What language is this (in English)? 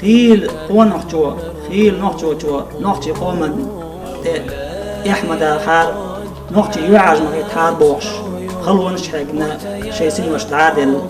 Chechen